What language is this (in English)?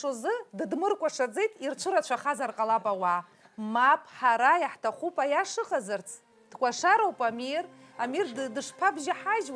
Abkhazian